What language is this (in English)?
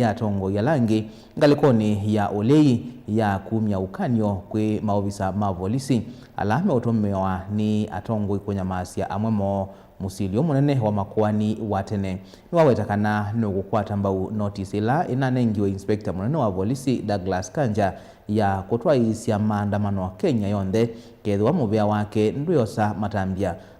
Kamba